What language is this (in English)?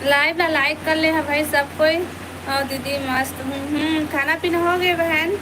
Chhattisgarhi